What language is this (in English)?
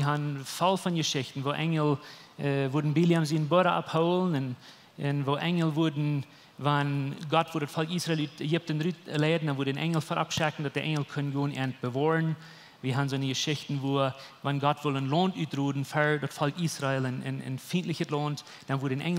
Plautdietsch